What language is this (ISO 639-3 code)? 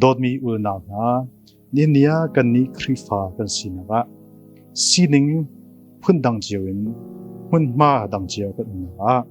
cnh